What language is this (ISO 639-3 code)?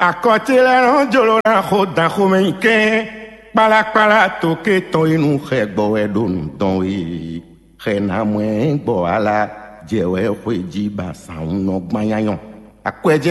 fon